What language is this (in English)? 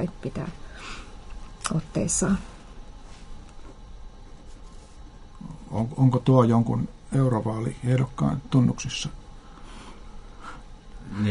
Finnish